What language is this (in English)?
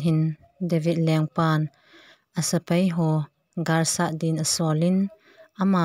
Thado Chin